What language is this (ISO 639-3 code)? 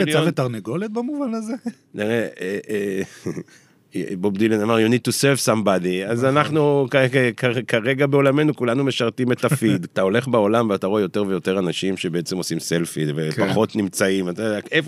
heb